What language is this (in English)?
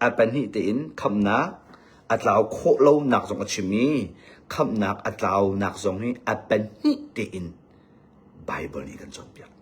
Hakha Chin